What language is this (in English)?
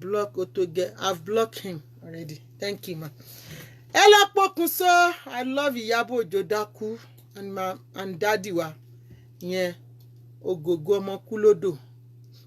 Yoruba